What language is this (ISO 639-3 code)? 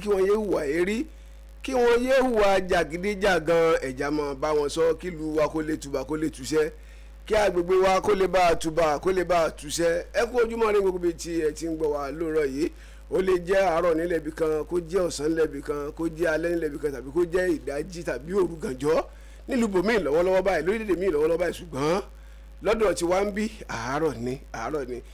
yor